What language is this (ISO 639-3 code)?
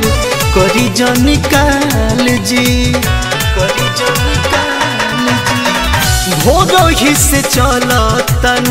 bho